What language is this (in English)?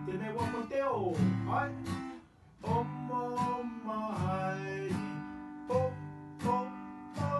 Māori